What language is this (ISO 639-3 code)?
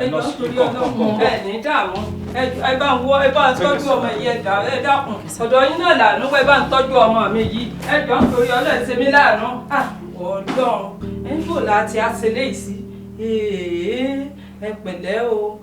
yor